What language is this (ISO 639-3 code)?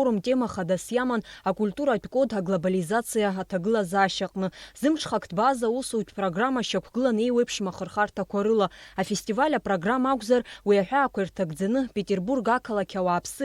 abk